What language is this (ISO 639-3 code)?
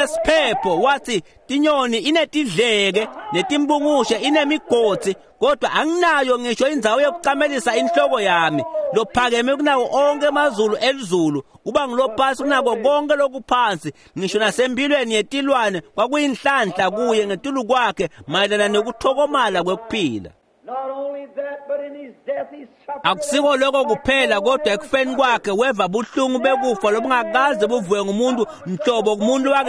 ssw